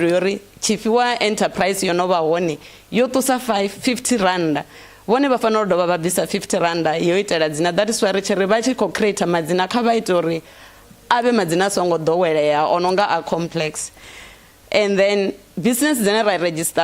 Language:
Venda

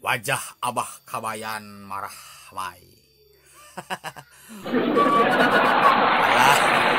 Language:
Sundanese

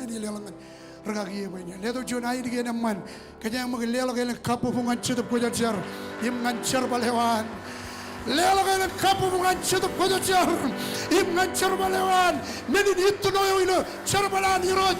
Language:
Marshallese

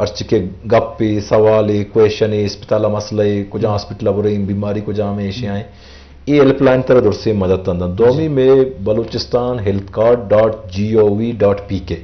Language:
Eastern Balochi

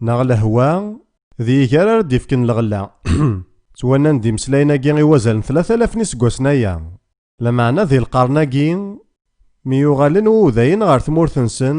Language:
Kabyle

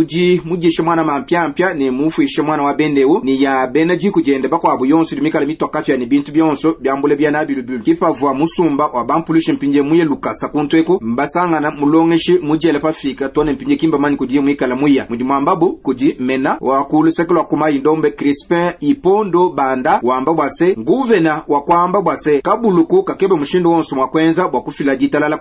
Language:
Luba-Lulua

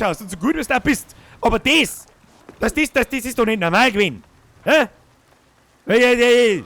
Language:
Bavarian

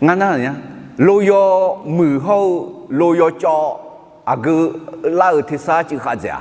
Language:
Akha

